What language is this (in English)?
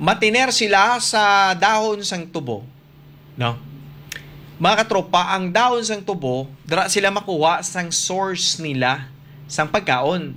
Hiligaynon